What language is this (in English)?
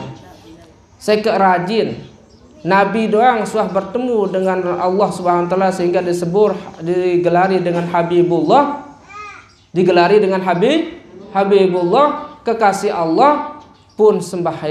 Sasak